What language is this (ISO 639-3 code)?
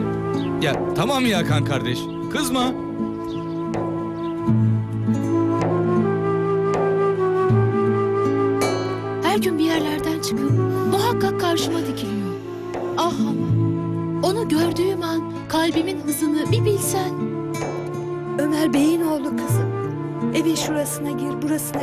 tur